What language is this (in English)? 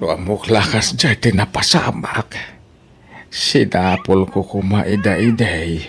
Iloko